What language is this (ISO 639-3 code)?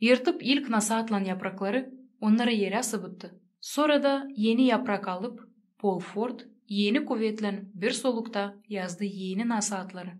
gag